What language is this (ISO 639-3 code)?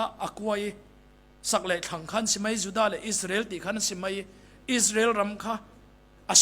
cfm